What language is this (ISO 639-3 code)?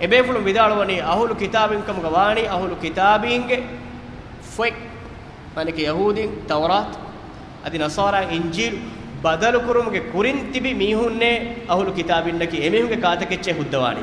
div